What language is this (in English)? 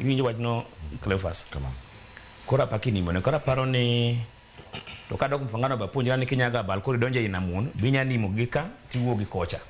Luo (Kenya and Tanzania)